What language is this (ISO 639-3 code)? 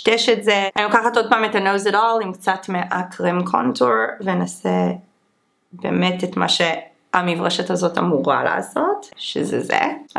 heb